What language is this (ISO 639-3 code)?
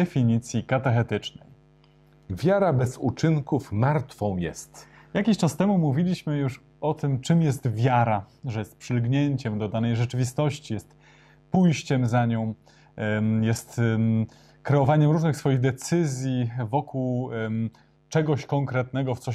pol